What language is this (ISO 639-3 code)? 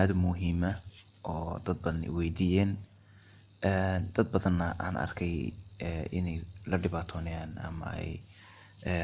som